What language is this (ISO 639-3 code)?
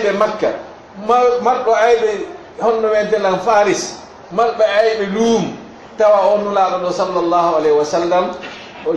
ful